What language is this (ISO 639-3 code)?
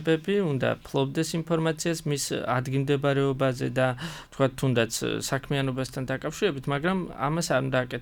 kat